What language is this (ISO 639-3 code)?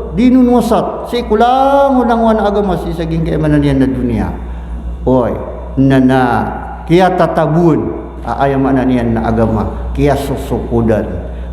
mrw